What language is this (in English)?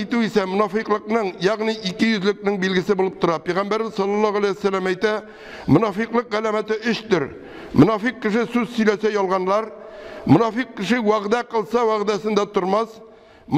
Tatar